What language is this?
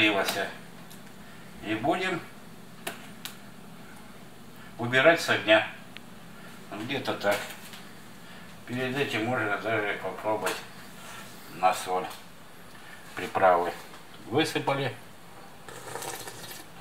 Russian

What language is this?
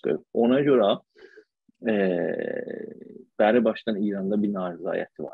South Azerbaijani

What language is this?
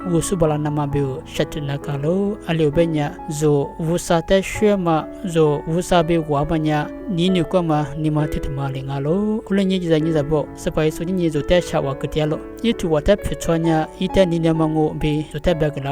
Lisu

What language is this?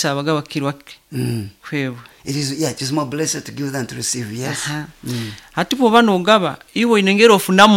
Nyoro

